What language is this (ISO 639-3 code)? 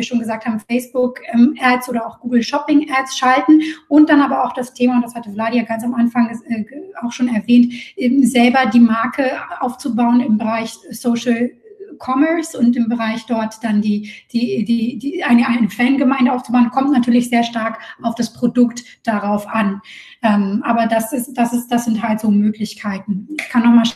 deu